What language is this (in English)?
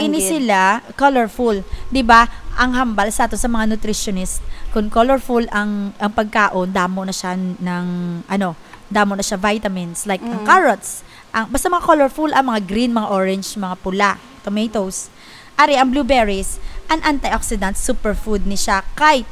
Hiligaynon